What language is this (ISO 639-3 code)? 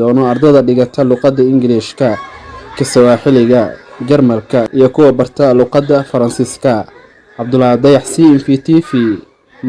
som